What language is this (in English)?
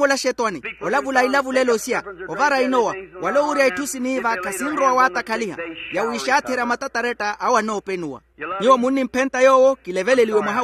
Makhuwa